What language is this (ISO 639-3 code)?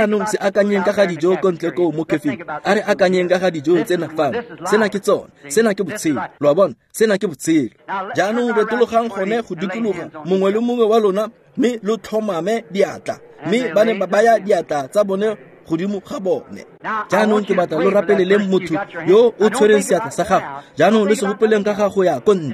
tsn